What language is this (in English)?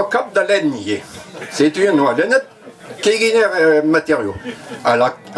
Breton